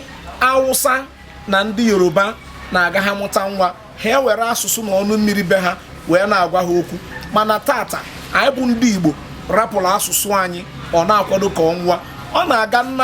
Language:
Igbo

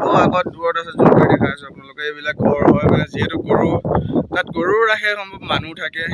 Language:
Assamese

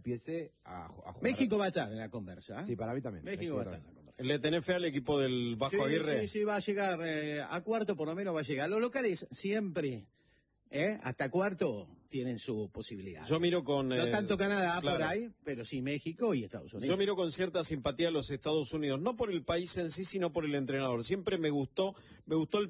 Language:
Spanish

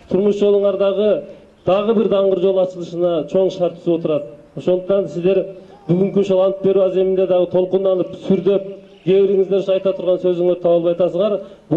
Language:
Kyrgyz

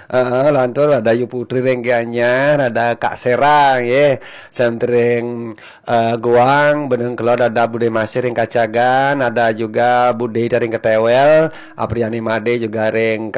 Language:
Balinese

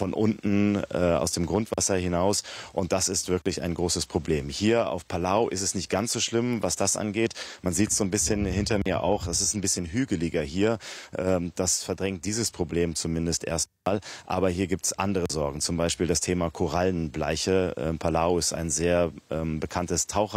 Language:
German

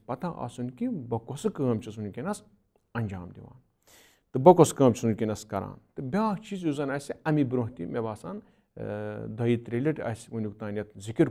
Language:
Kashmiri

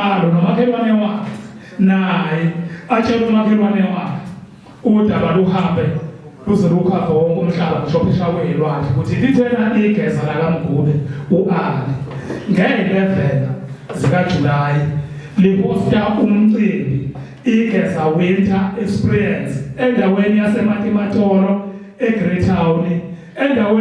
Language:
Zulu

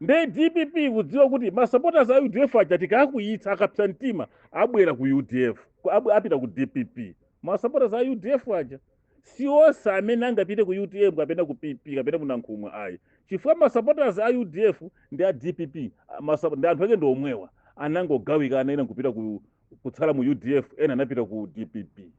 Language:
Nyanja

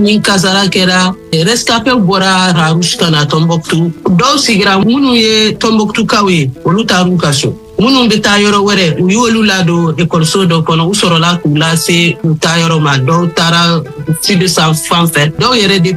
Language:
Bambara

